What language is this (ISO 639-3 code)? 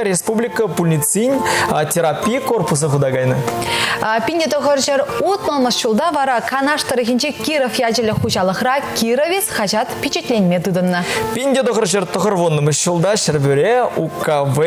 chv